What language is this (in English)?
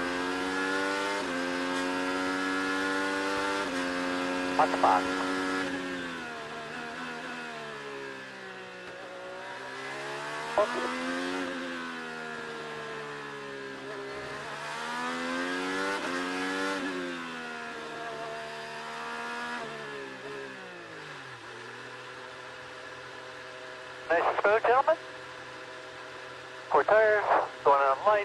English